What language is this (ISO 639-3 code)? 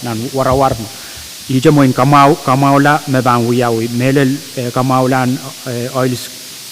pon